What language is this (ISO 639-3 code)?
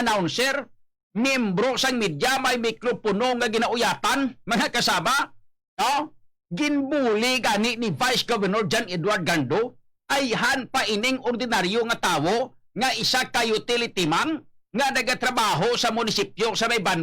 hil